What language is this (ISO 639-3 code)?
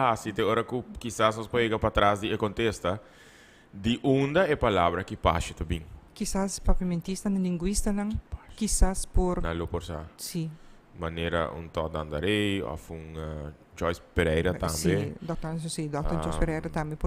pap